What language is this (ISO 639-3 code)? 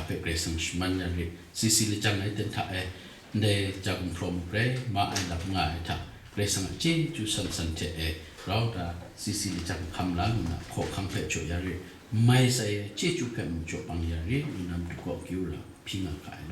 kac